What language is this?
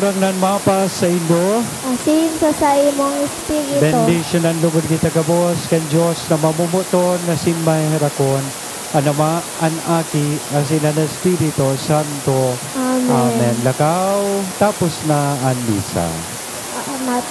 Bikol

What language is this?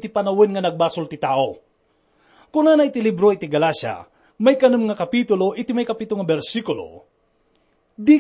Iloko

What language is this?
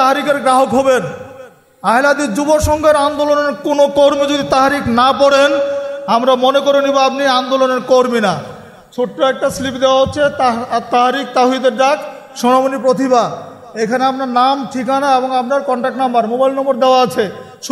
Bangla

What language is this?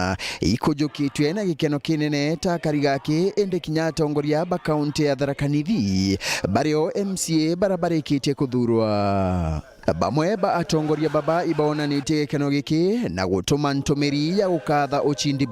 Meru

